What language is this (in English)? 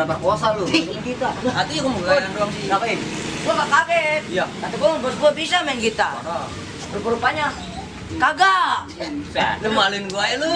Betawi